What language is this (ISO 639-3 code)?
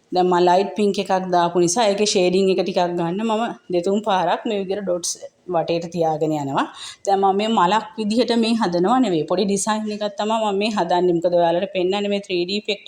sin